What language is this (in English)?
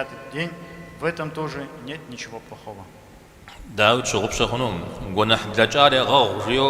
Kabardian